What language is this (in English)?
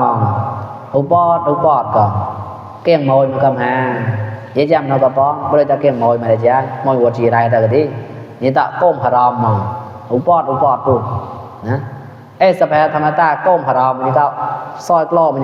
Mon